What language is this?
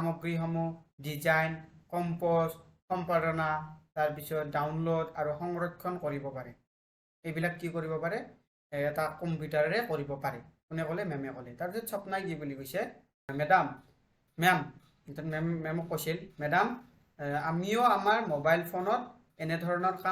Assamese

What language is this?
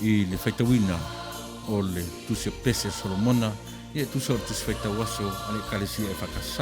Samoan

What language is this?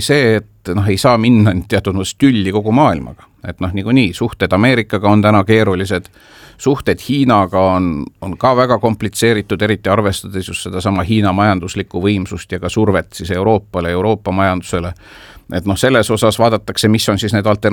Estonian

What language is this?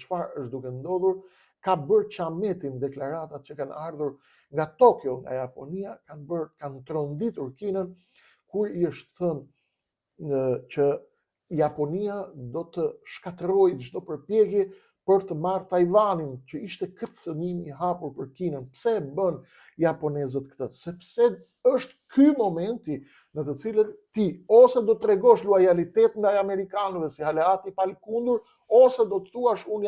Albanian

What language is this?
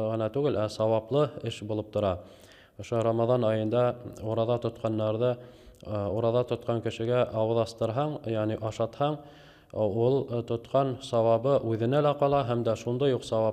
Bashkir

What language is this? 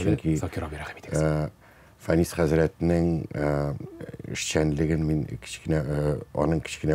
Tatar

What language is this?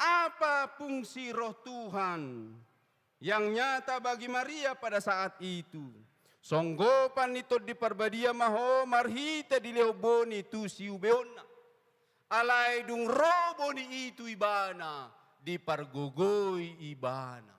Batak Toba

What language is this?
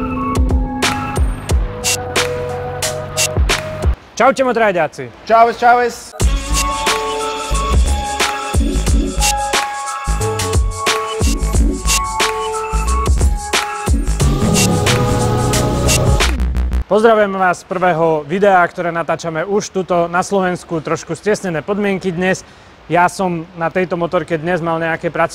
Slovak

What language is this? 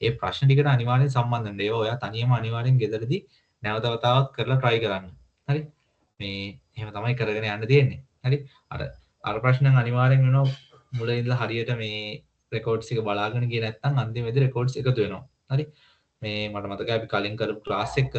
Sinhala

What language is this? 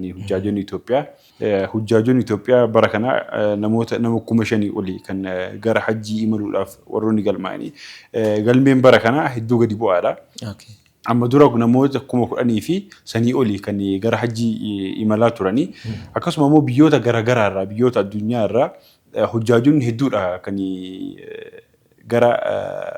Oromo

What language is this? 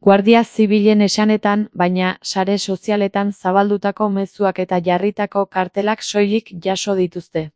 Basque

